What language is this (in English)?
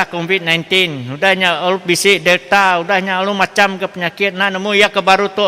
Iban